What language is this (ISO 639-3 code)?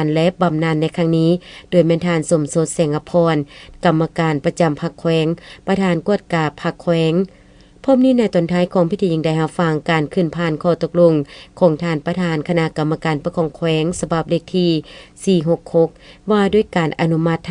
lao